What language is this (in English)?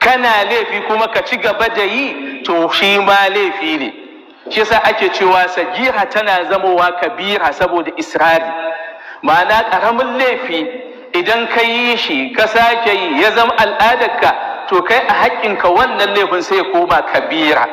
Hausa